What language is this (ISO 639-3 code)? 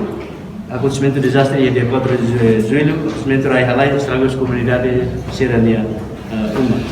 tet